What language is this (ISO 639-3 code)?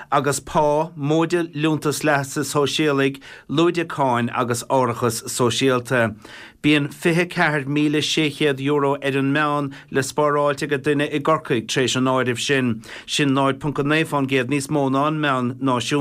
gle